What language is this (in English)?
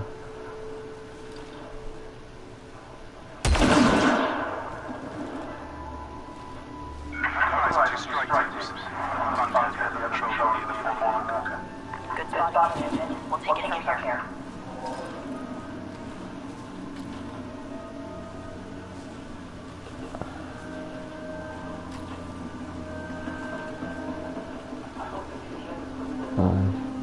English